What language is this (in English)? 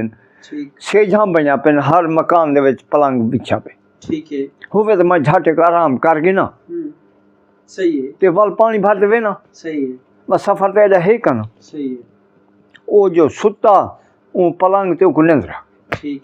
Saraiki